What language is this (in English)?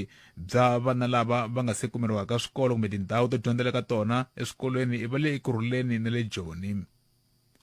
Tsonga